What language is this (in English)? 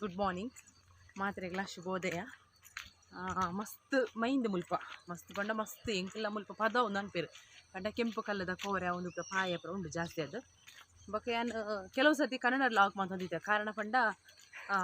Tulu